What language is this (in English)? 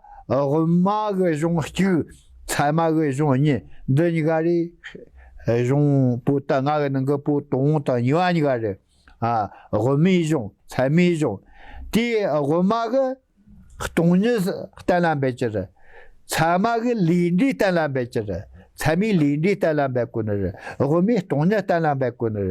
Tibetan